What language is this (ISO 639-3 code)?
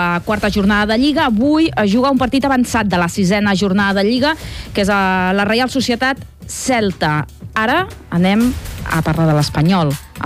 cat